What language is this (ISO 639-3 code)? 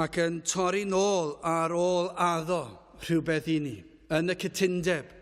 cym